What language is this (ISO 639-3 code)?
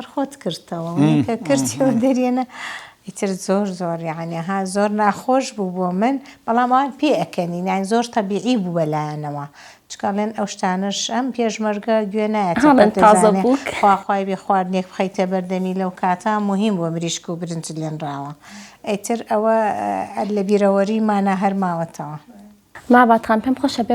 ckb